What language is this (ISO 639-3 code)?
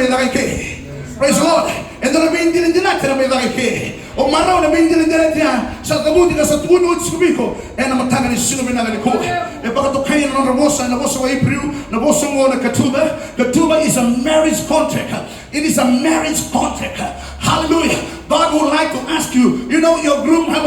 fij